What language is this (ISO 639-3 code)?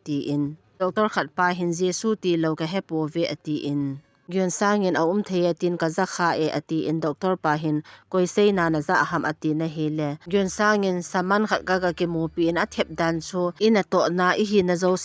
tcz